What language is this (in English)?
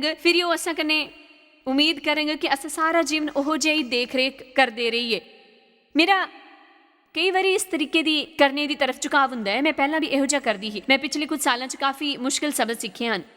Dogri